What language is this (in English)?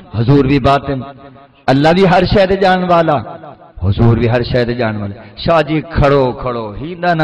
Saraiki